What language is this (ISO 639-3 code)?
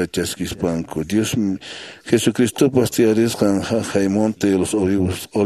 que